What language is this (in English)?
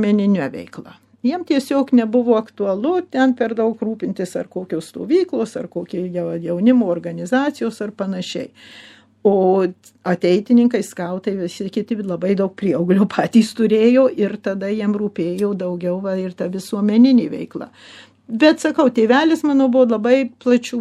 Lithuanian